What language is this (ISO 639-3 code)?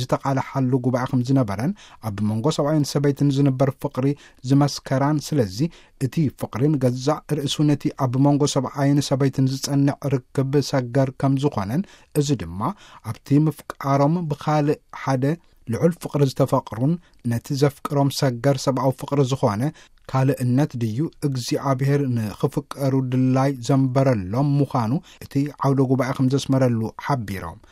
tir